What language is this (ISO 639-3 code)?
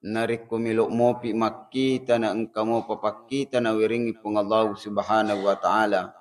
bug